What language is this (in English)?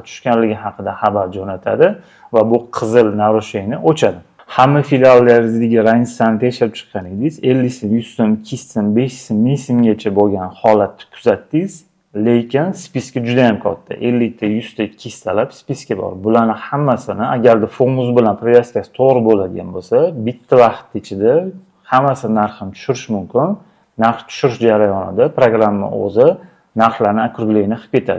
Uzbek